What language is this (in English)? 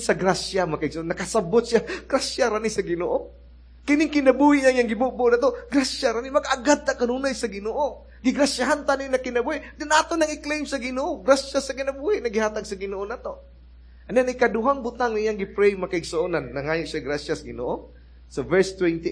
Cebuano